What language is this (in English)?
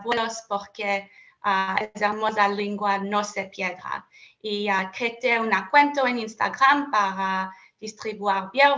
Ladino